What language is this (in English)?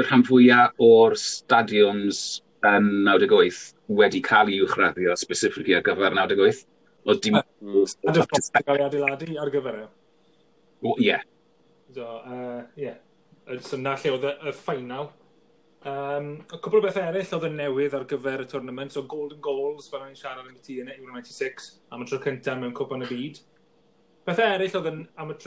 Welsh